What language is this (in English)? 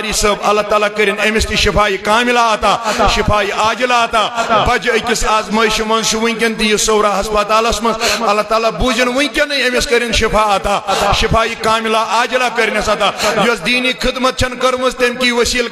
Kashmiri